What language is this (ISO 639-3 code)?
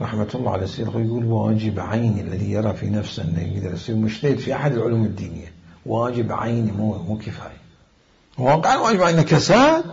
acm